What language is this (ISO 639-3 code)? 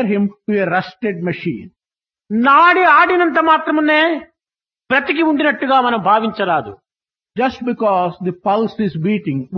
tel